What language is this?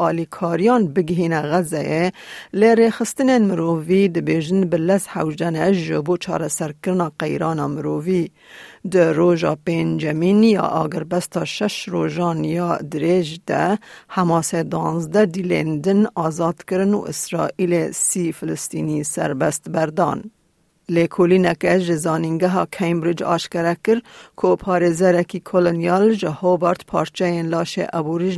Kurdish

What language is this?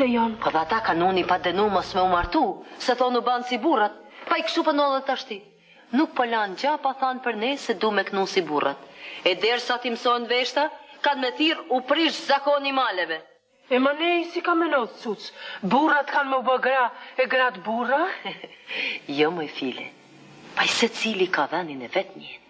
Albanian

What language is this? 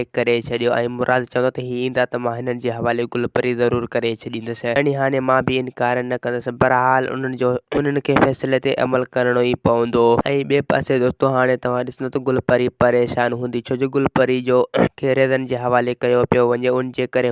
Sindhi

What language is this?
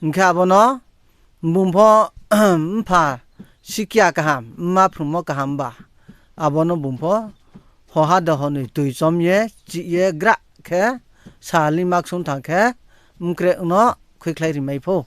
Riang (India)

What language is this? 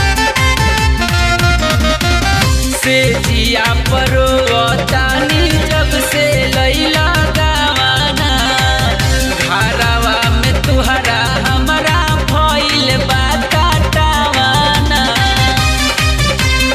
Bhojpuri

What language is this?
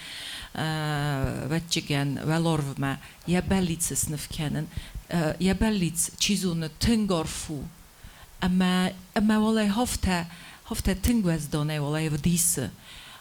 Ossetic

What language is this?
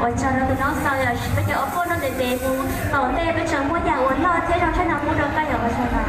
Hmong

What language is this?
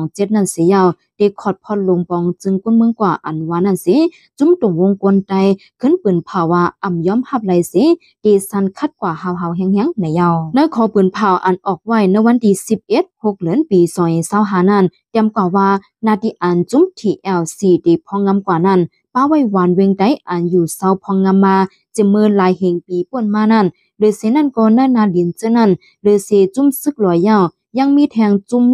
Shan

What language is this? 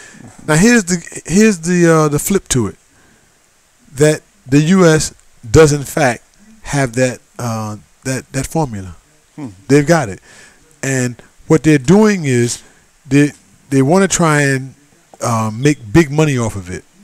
English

